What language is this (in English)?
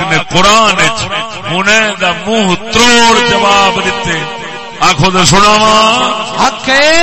Saraiki